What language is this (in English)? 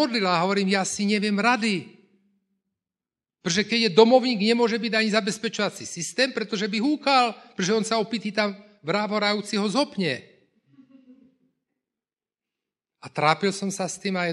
Slovak